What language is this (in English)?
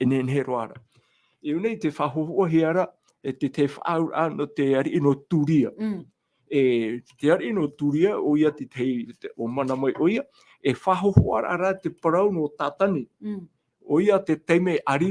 Tahitian